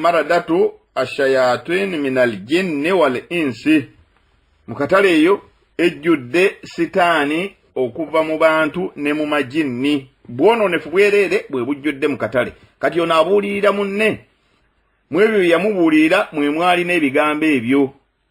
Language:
Ganda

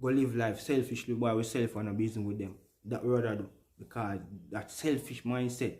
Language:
Jamaican Creole English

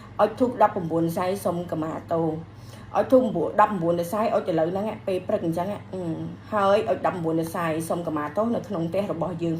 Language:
Khmer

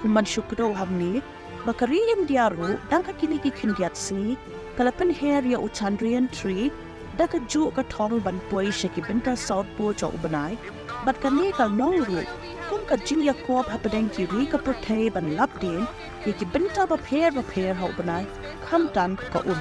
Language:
Khasi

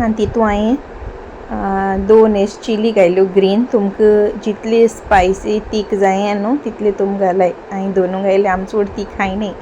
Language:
Konkani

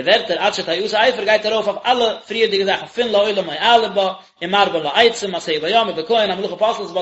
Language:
Yiddish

